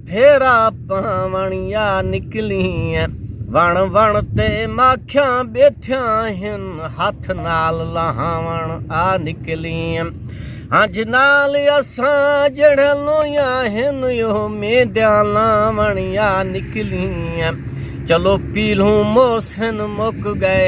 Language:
Saraiki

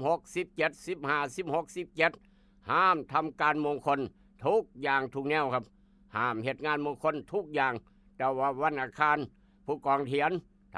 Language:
Northeastern Thai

